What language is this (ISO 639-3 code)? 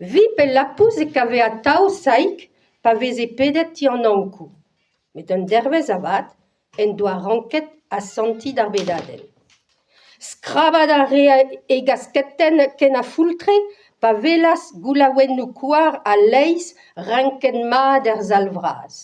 bre